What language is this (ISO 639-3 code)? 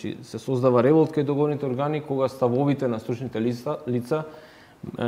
mkd